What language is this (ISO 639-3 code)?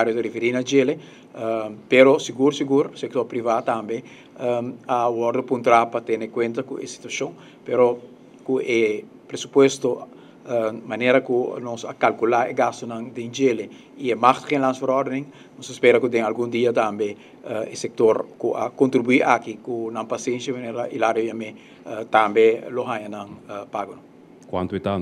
pap